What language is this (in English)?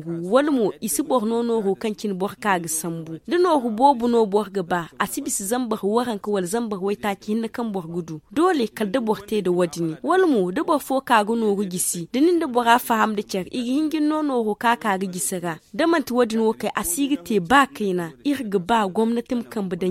Zarma